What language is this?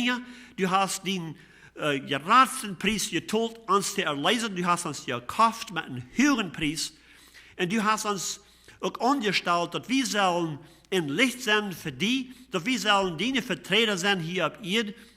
Plautdietsch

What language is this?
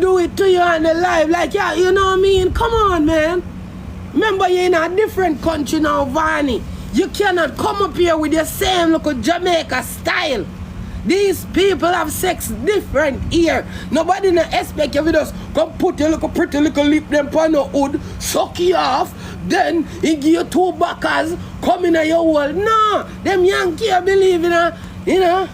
Jamaican Creole English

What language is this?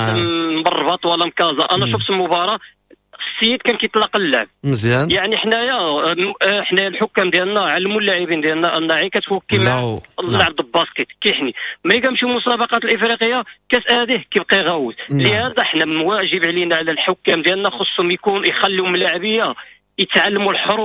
Moroccan Arabic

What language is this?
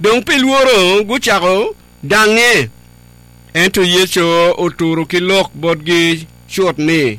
Acoli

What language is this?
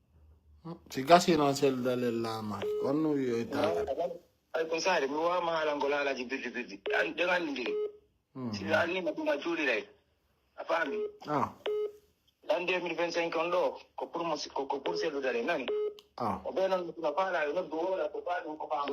Pular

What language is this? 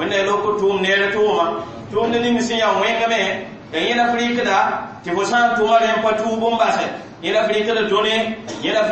Mossi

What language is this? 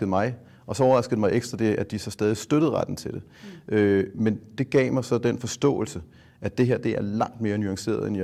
Danish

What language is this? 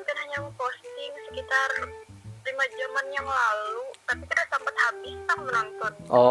Banjar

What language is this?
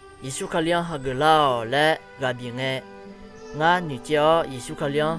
Akha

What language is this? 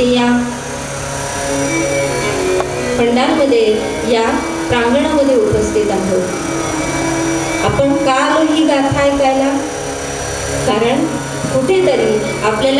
Marathi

